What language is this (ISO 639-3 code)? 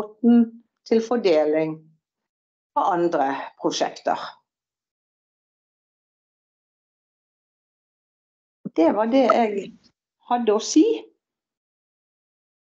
nor